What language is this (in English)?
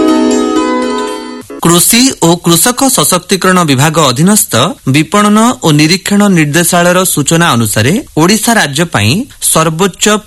Odia